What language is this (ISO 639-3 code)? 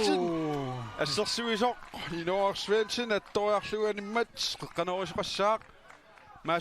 kal